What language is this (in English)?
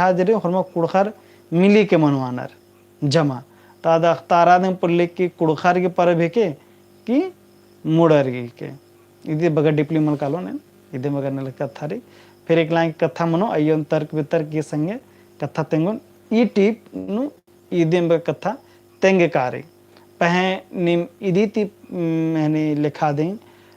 Kurukh